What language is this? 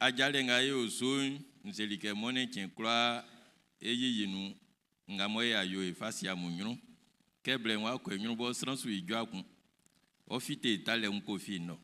Baoulé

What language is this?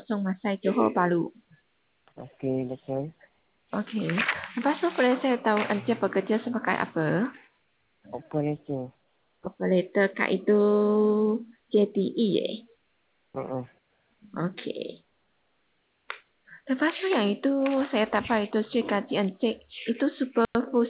Malay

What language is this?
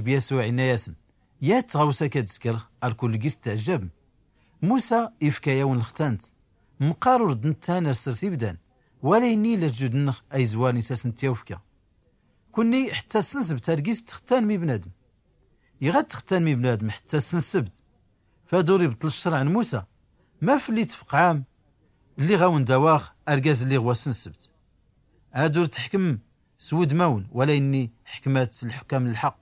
Tachelhit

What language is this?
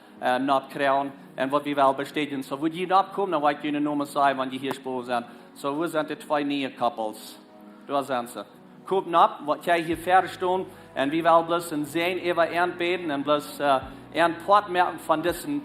Plautdietsch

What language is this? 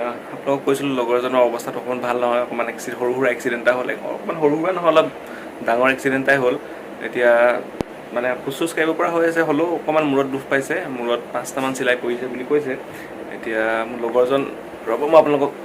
Assamese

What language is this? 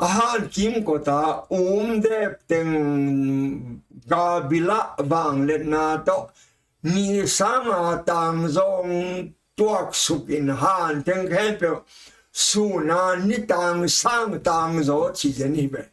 Tedim Chin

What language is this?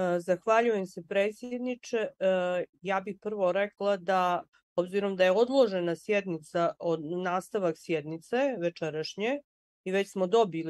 Bosnian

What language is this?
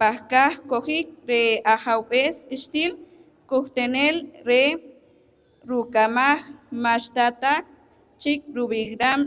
Poqomchi'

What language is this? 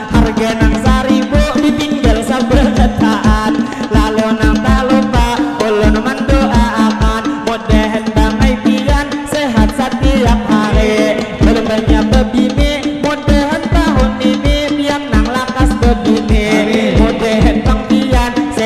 Banjar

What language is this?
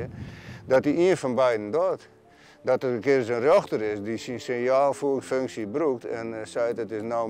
Western Frisian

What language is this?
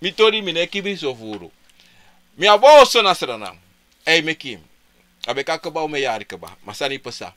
Sranan Tongo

